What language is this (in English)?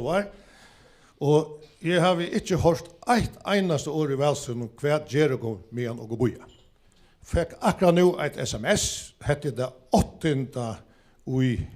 Faroese